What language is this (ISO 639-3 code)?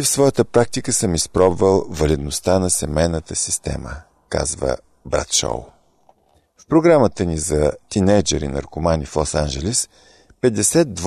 bul